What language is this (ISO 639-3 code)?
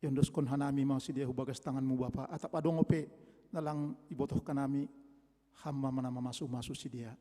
bts